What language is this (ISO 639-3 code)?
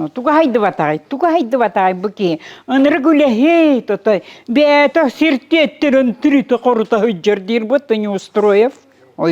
sah